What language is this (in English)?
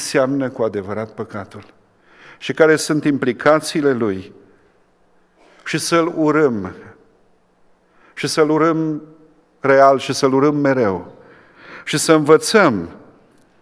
Romanian